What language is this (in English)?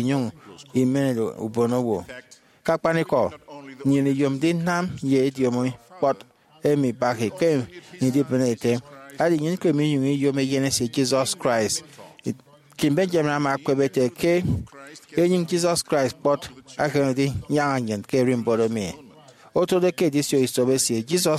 Efik